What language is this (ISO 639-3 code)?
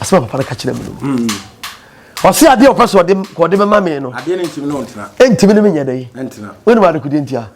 aka